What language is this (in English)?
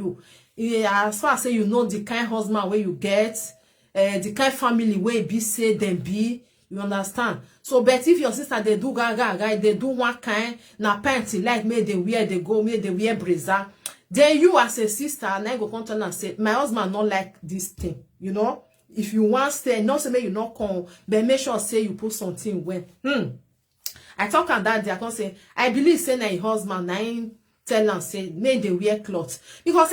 Nigerian Pidgin